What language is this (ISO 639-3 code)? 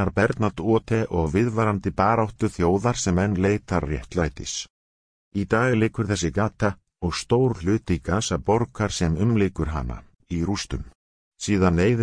isl